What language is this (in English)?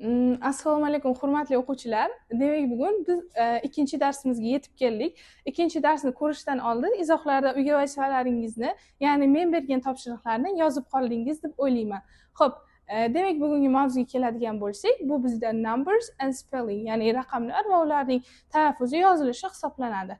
Uzbek